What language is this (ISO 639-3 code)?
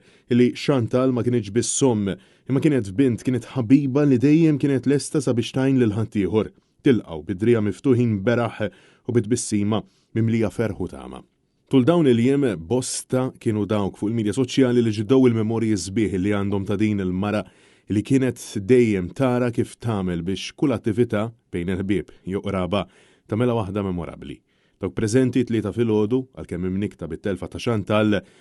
mlt